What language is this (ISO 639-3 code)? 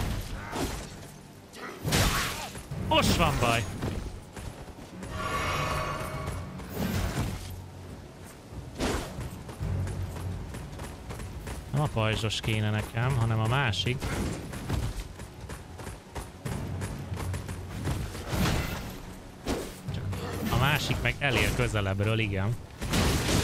hun